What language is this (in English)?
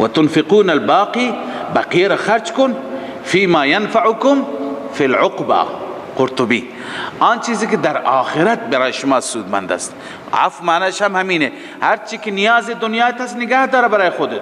Persian